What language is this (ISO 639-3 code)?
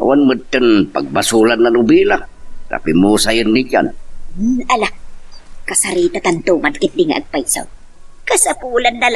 ilo